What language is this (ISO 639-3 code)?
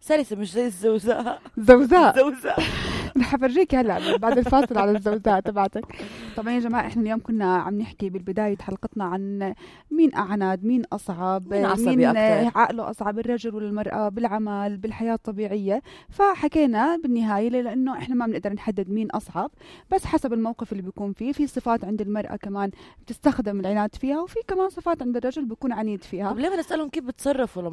apc